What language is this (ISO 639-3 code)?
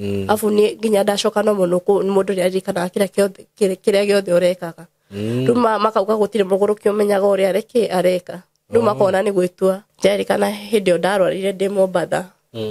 kik